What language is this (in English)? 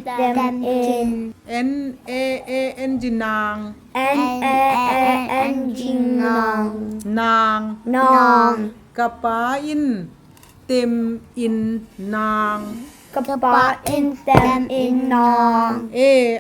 Tedim Chin